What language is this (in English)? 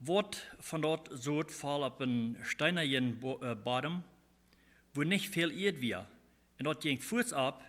Plautdietsch